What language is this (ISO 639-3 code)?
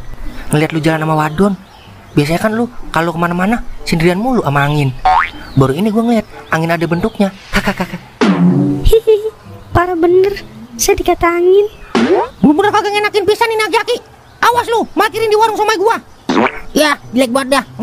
bew